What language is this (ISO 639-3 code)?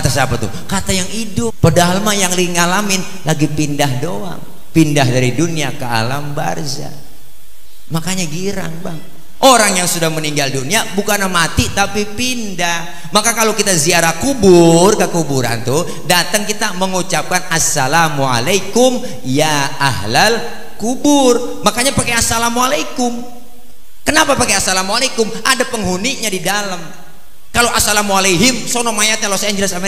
bew